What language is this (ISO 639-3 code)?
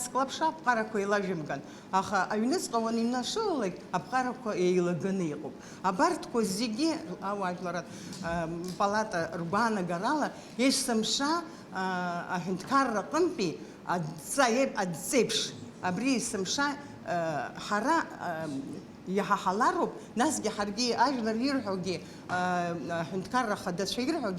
abk